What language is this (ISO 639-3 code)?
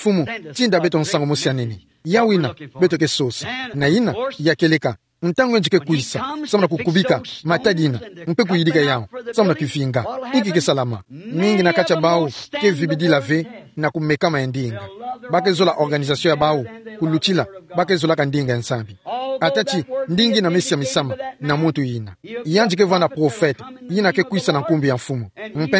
ktu